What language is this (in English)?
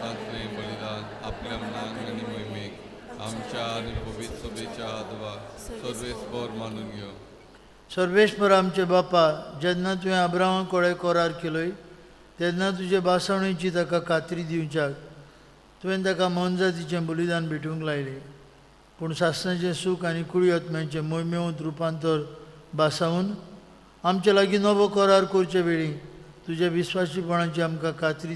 Konkani